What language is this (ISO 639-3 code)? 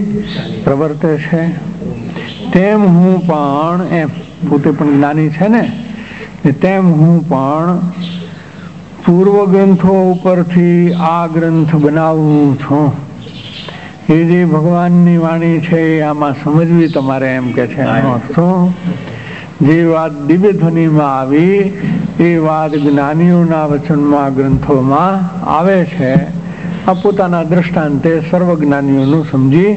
guj